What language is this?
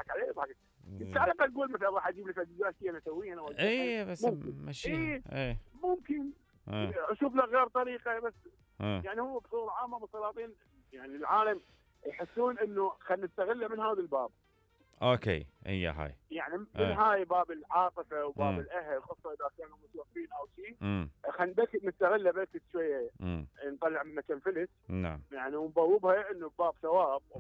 Mesopotamian Arabic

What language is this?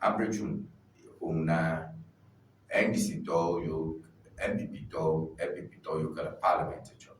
Ewe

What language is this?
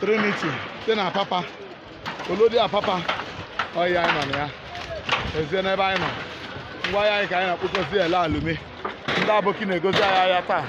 Igbo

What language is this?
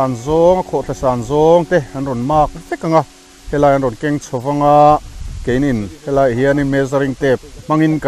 Mizo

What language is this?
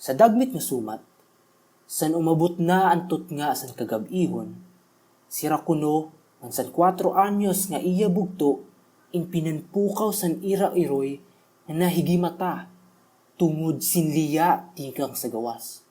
Waray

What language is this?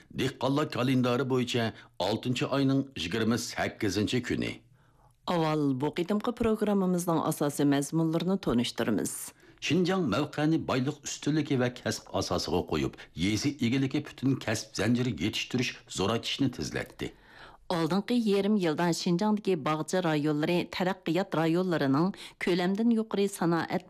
Uyghur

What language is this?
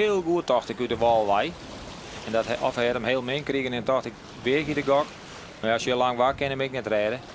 Western Frisian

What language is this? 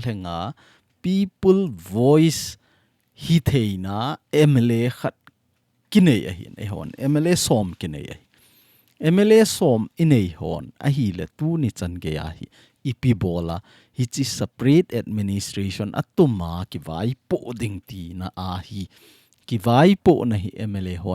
Thado Chin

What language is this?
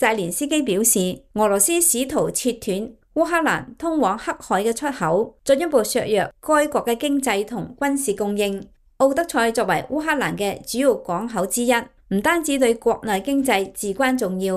Cantonese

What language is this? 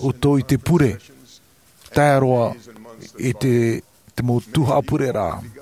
Tahitian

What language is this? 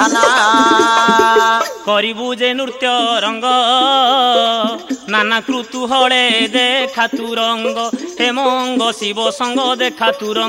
Odia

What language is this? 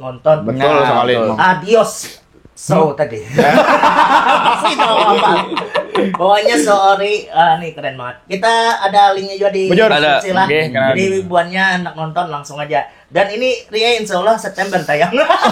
Banjar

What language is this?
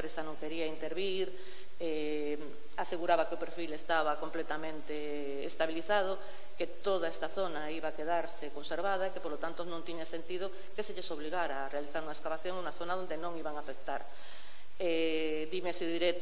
Galician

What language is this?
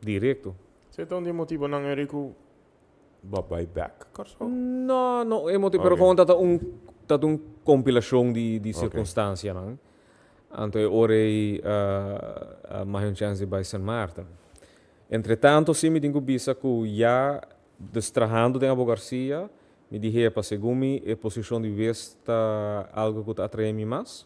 Papiamento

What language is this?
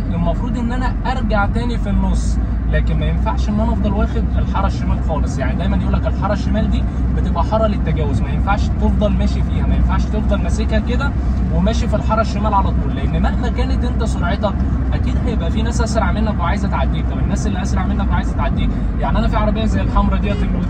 Egyptian Arabic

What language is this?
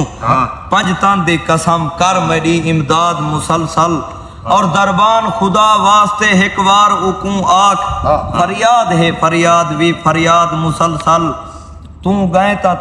Saraiki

